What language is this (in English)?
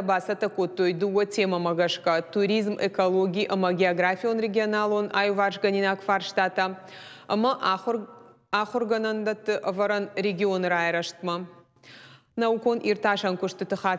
Ossetic